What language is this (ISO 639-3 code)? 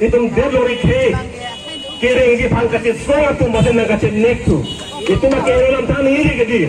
mjw